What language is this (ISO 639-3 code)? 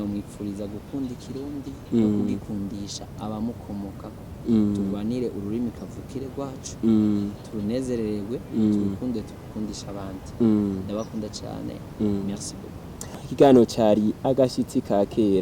run